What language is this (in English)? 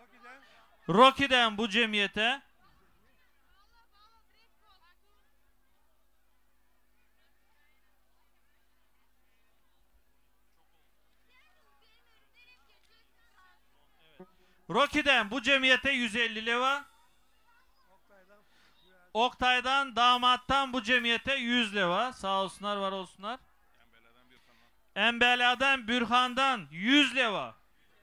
Turkish